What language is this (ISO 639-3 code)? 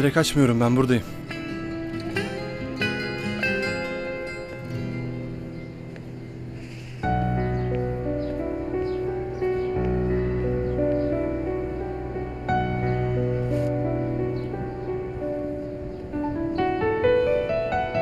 tur